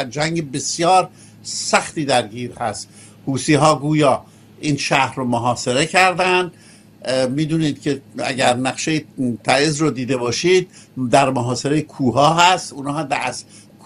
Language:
Persian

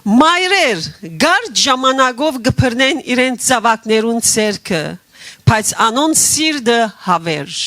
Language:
Western Armenian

